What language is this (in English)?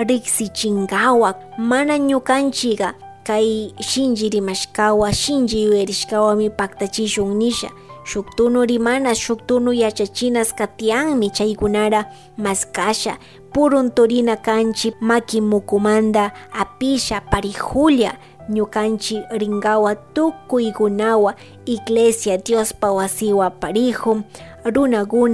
Chimborazo Highland Quichua